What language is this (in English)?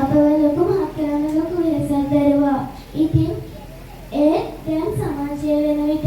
Sinhala